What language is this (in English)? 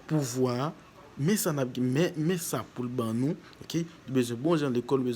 Haitian Creole